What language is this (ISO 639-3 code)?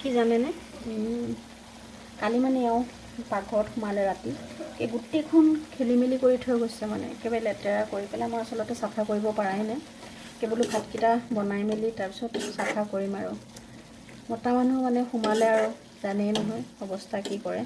asm